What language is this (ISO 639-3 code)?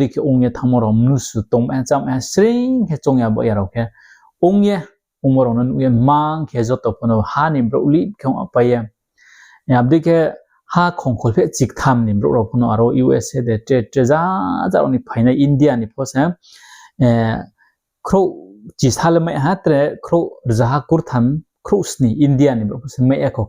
ria